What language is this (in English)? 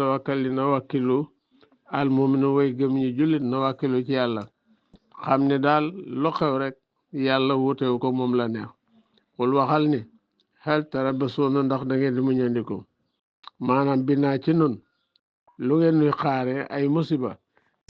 Wolof